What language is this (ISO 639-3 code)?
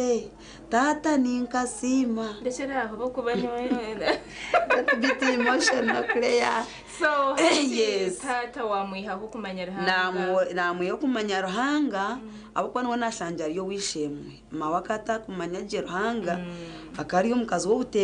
nyn